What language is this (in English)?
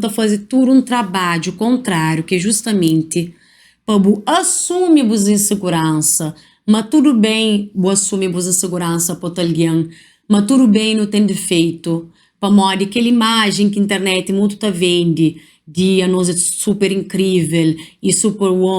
Kabuverdianu